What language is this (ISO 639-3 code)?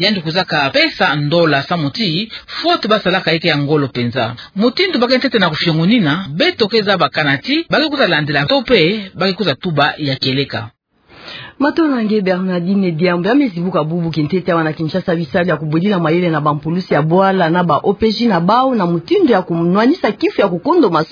ktu